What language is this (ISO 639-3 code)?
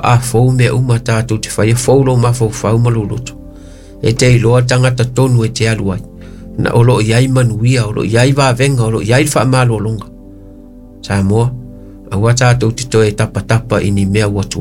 smo